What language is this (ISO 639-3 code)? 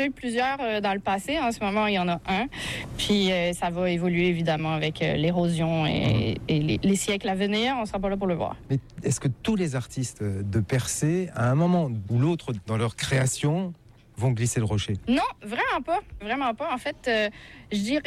fra